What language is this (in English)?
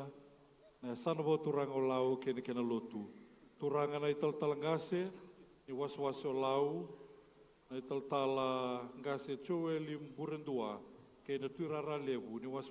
Fijian